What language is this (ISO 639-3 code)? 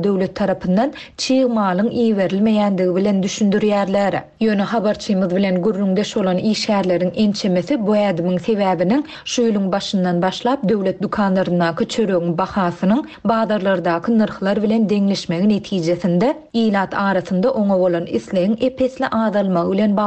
tuk